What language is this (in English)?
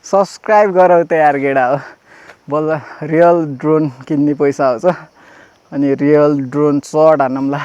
Nepali